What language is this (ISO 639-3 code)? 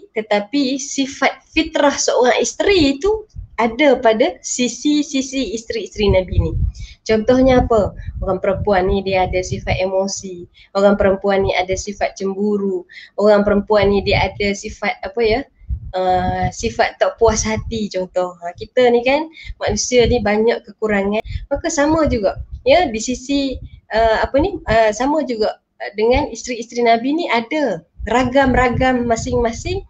msa